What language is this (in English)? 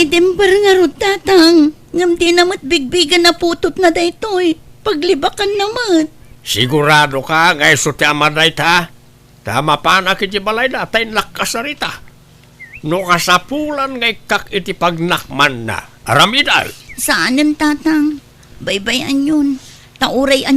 Iloko